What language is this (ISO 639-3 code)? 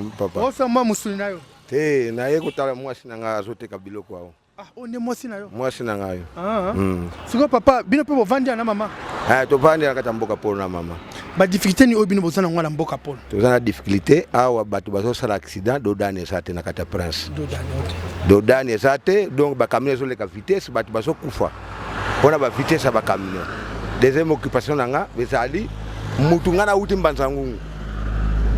lin